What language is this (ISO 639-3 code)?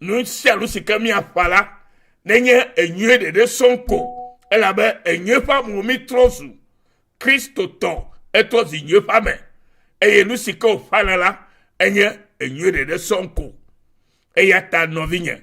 ewe